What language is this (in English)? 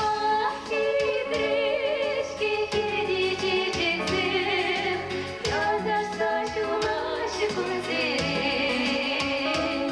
Chuvash